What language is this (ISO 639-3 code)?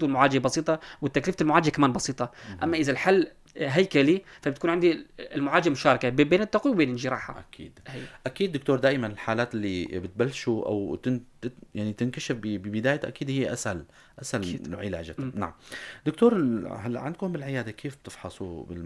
apc